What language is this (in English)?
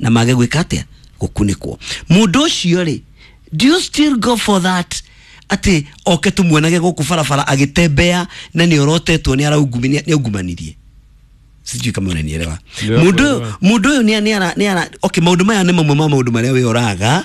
Kikuyu